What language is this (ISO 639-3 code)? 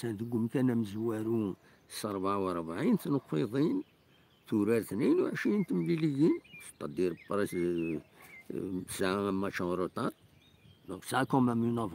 kab